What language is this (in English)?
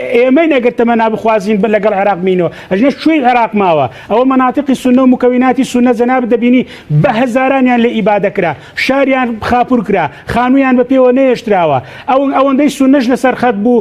Central Kurdish